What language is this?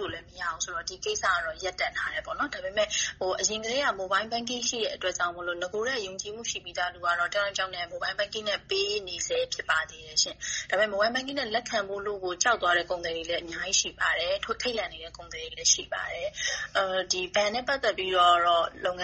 Burmese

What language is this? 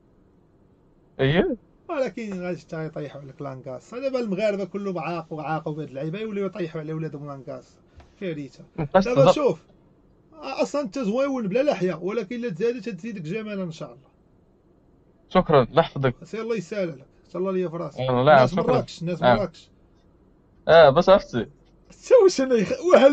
Moroccan Arabic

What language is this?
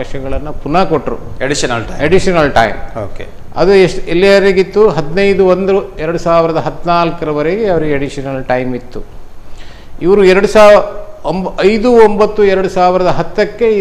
Kannada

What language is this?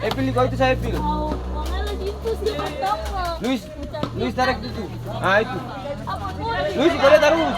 Ambonese Malay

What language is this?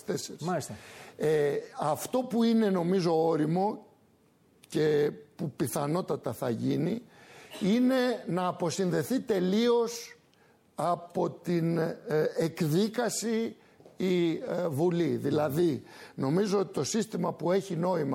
Greek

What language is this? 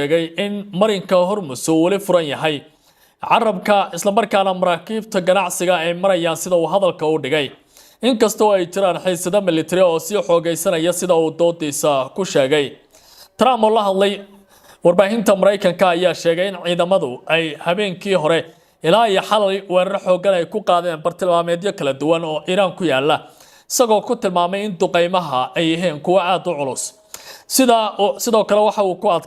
Somali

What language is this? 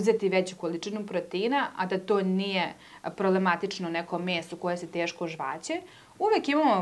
Serbian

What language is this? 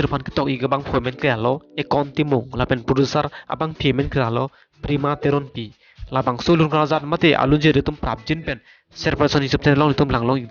Karbi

